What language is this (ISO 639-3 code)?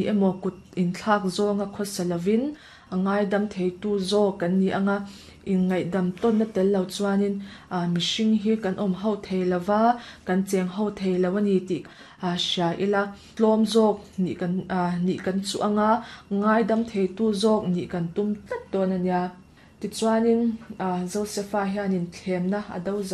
lus